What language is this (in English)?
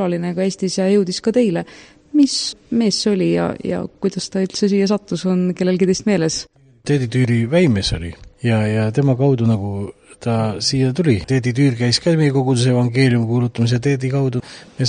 Estonian